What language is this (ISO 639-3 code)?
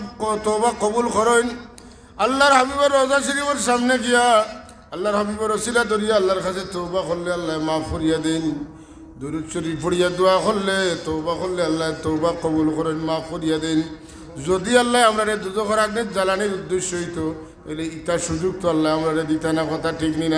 syl